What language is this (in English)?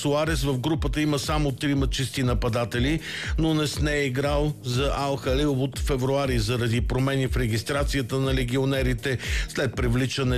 Bulgarian